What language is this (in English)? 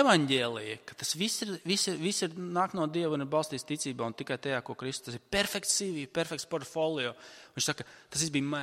Latvian